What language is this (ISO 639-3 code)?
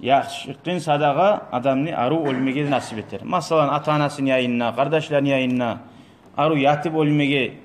kum